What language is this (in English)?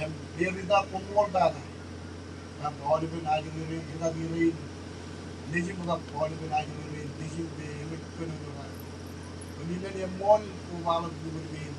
Marshallese